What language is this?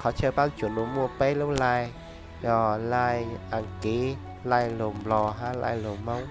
Hmong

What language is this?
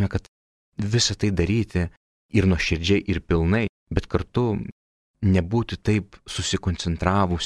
Lithuanian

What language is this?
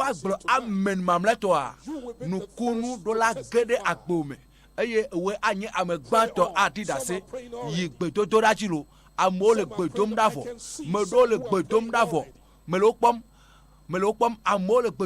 Ewe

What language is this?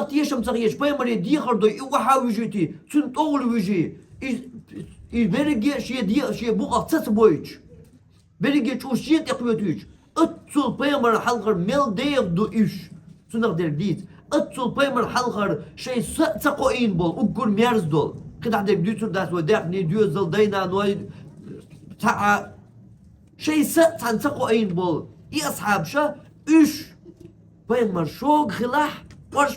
Chechen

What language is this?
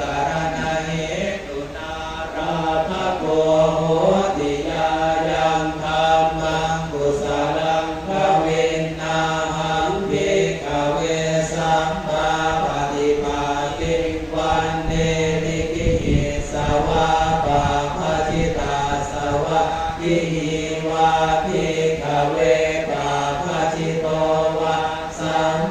Pali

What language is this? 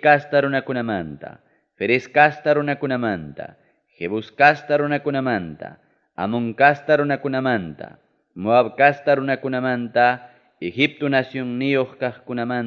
Ayacucho Quechua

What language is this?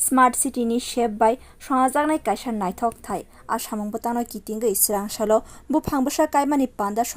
Kok Borok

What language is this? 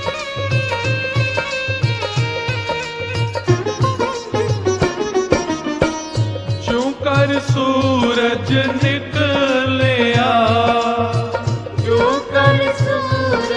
Punjabi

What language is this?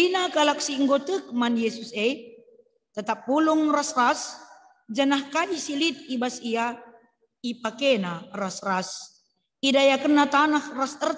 Batak Karo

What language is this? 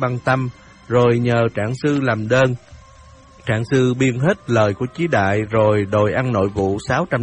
Vietnamese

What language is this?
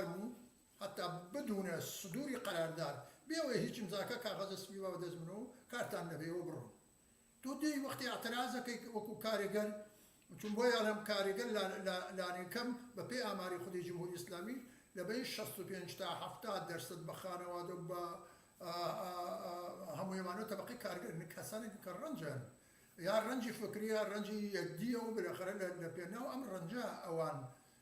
Central Kurdish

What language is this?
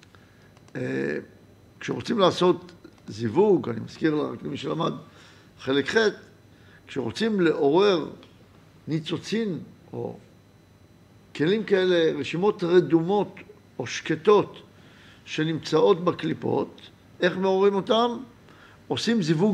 Hebrew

